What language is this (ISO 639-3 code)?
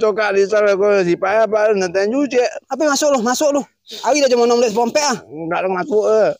min